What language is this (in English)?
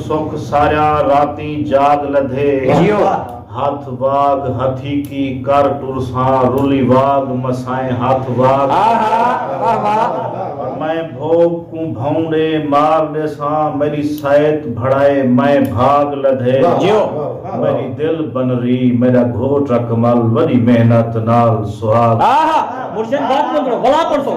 Saraiki